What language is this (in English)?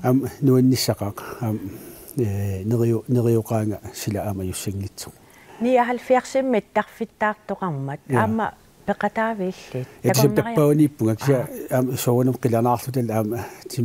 Kalaallisut